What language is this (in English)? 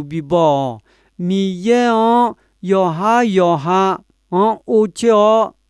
Akha